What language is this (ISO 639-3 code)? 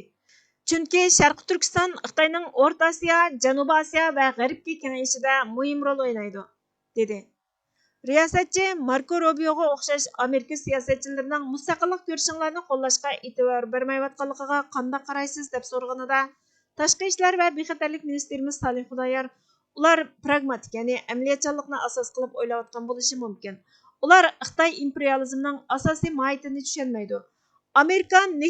uig